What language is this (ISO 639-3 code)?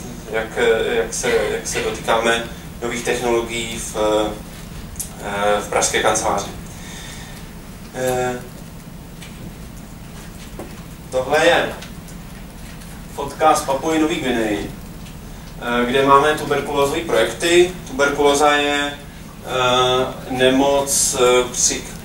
ces